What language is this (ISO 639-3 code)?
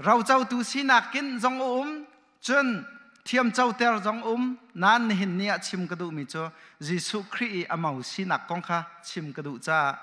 cnh